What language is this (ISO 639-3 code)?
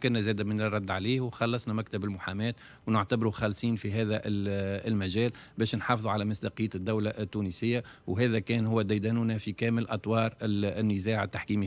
aeb